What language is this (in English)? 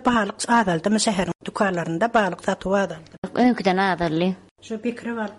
Turkmen